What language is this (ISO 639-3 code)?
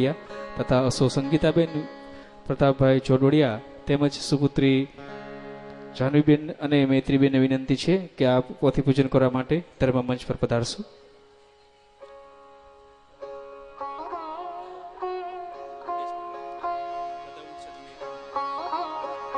guj